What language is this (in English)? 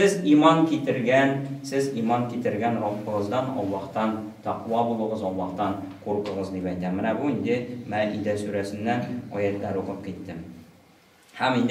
Tatar